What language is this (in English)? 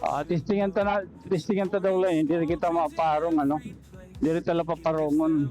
Waray